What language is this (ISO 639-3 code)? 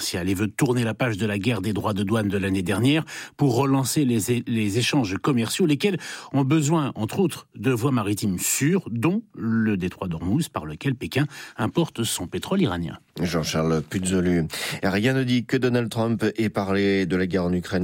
fra